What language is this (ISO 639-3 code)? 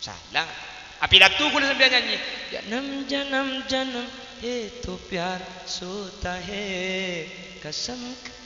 mad